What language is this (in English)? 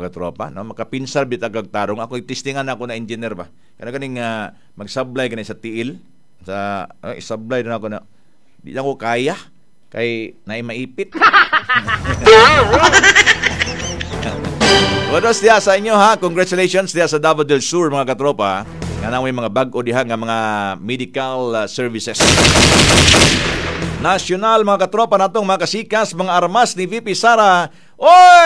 Cebuano